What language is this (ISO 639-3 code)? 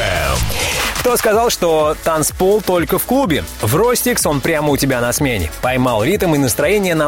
rus